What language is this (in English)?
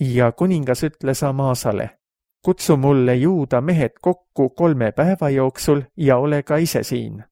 Estonian